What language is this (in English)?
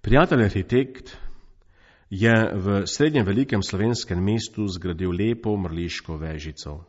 Slovenian